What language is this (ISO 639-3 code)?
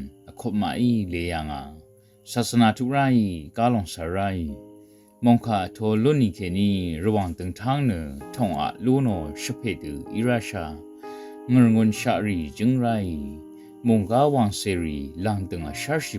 raw